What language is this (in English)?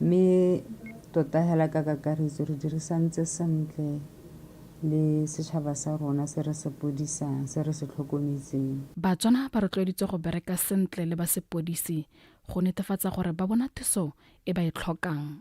Tswana